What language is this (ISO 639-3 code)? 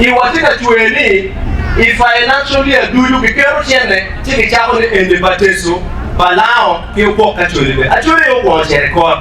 ach